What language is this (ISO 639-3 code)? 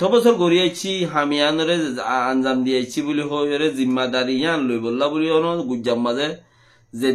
rhg